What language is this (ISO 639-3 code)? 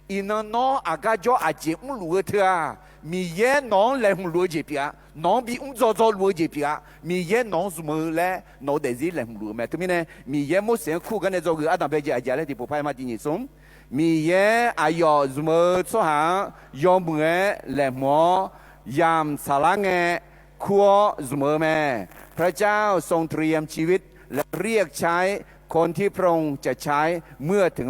ahk